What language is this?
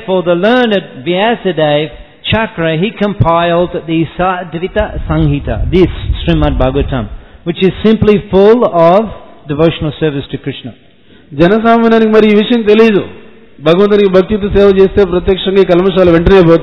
Telugu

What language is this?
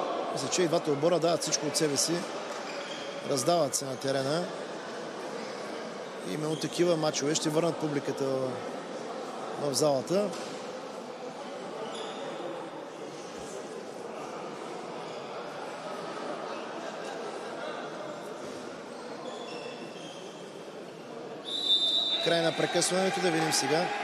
Bulgarian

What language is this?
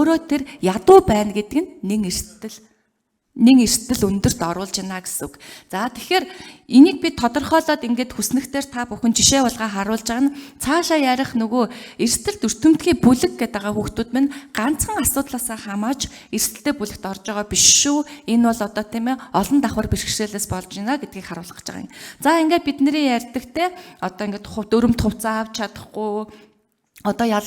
Mongolian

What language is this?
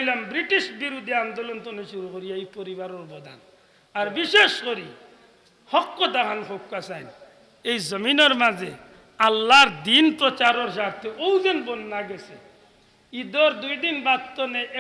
Sylheti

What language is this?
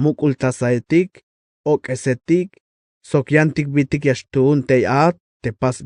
Tzeltal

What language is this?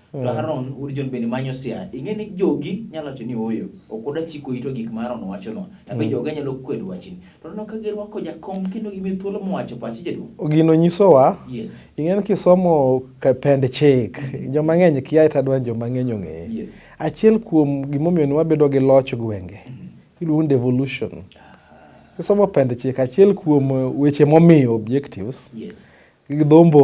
Luo (Kenya and Tanzania)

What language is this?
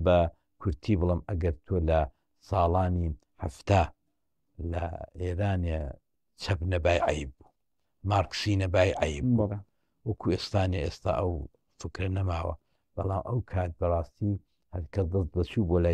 Central Kurdish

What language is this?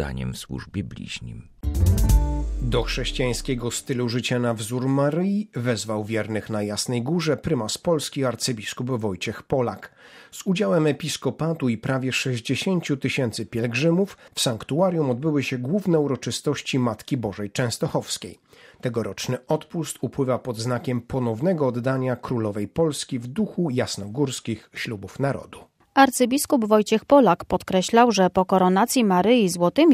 Polish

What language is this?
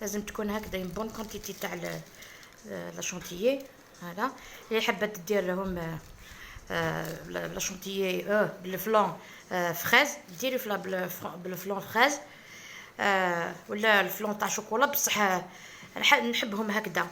Algerian Arabic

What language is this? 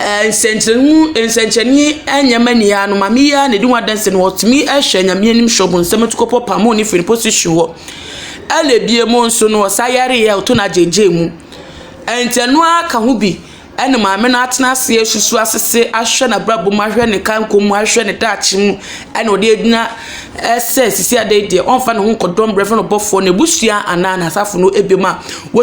Akan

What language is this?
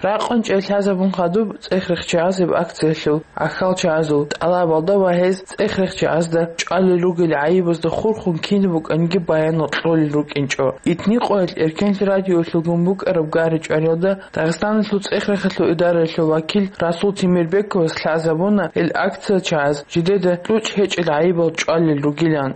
Avaric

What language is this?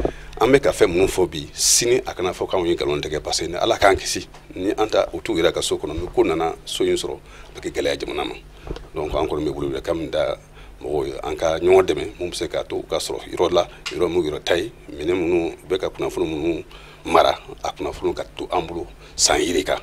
Bambara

